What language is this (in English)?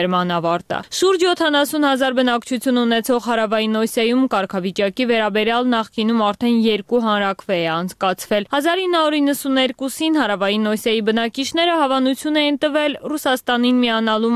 Armenian